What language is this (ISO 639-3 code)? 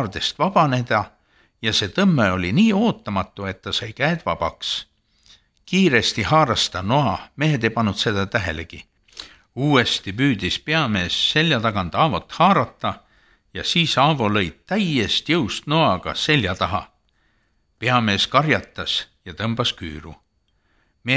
est